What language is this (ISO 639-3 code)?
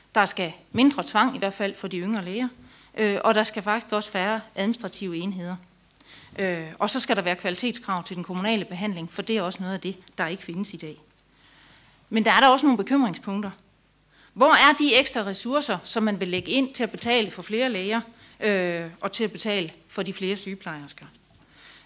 dan